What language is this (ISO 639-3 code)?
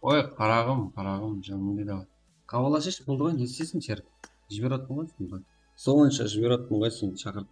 kaa